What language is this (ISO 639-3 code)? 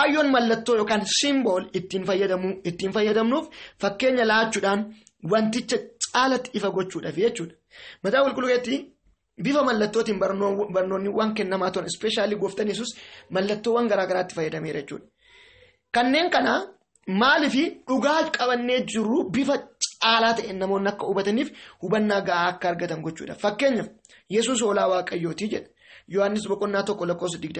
orm